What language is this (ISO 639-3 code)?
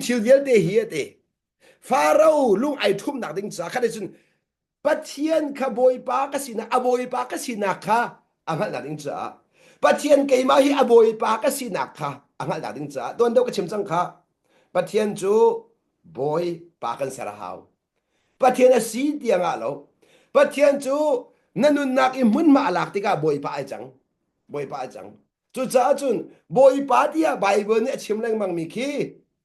cnh